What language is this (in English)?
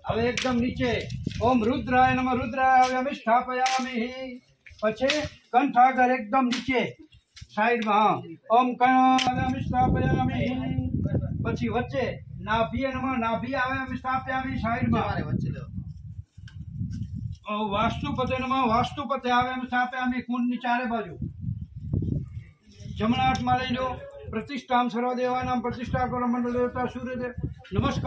Gujarati